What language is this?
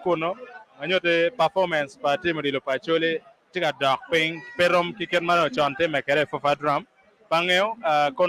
Acoli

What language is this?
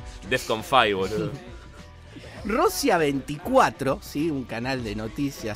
Spanish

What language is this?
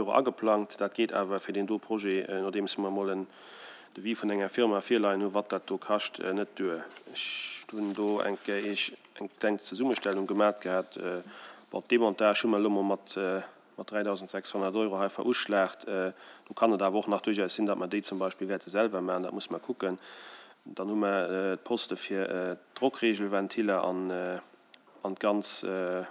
Luxembourgish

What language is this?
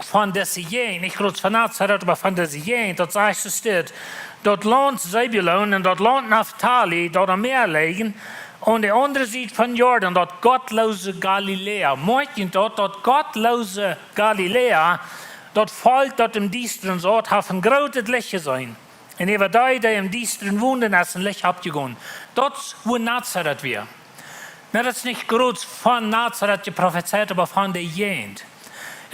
Plautdietsch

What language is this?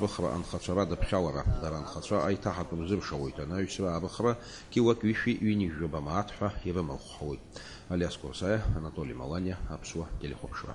Abkhazian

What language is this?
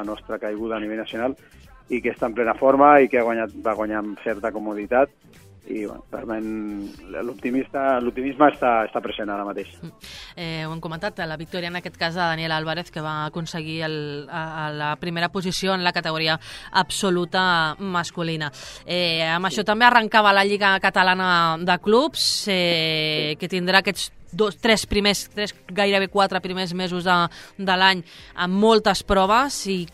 Catalan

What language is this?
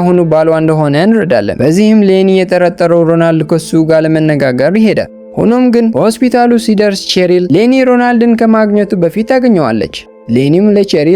Amharic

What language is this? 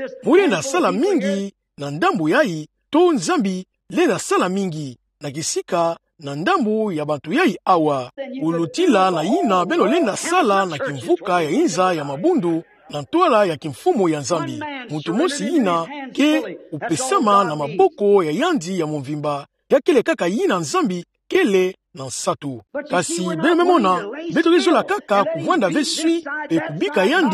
Kituba (Democratic Republic of Congo)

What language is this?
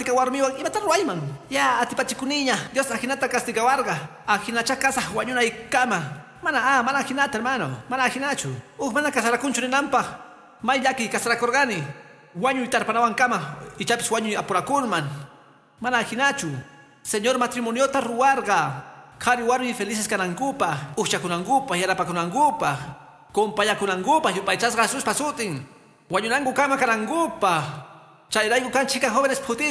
Quechua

